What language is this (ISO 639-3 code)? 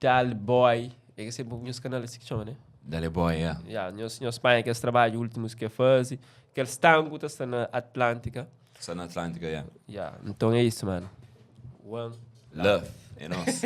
kea